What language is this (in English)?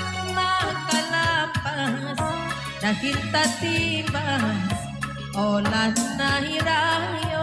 Batak Karo